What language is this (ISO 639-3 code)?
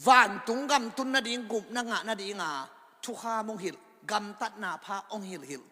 ctd